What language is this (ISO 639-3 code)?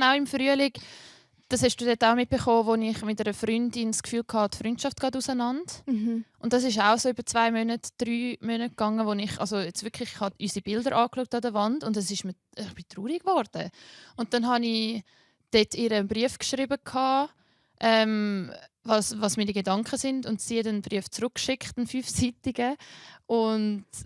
gsw